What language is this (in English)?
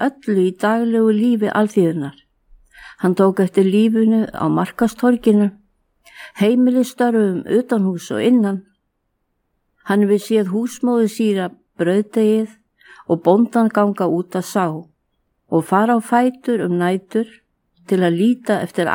Icelandic